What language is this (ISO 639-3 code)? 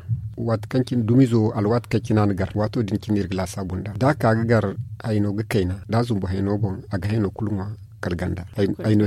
dje